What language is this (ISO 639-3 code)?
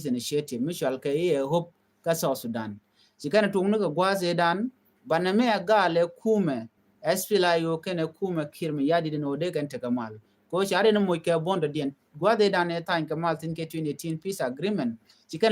nus